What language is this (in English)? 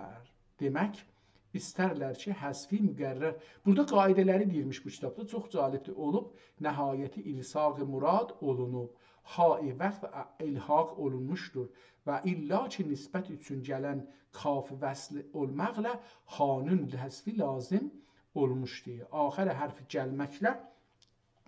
South Azerbaijani